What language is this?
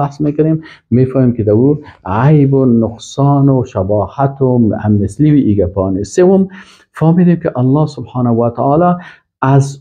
Persian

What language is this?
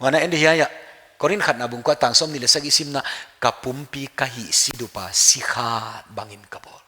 Paite Chin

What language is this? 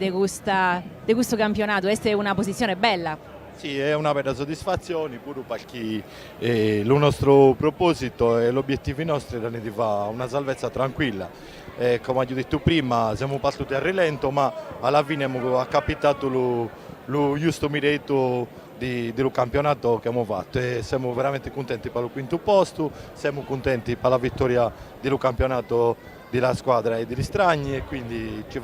Sardinian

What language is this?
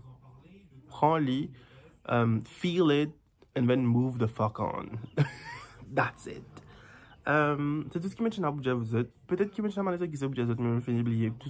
Morisyen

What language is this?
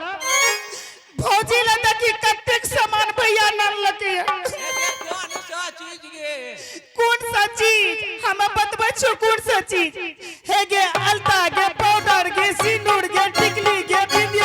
Angika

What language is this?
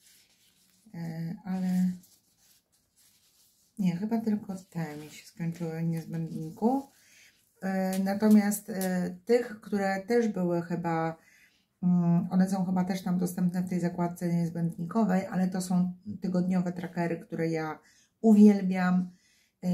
Polish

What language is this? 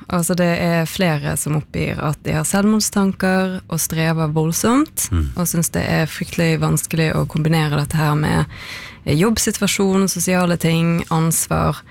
Norwegian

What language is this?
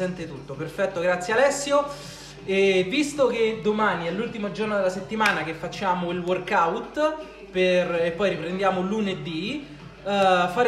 Italian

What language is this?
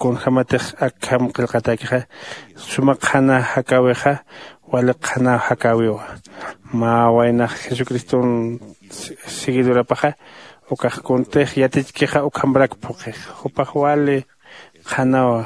Aymara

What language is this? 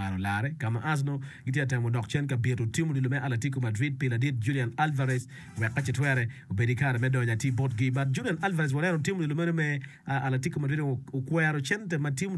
Acoli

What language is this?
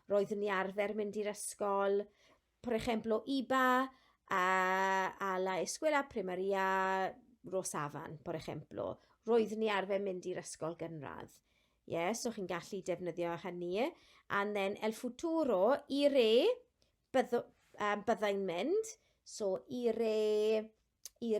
Welsh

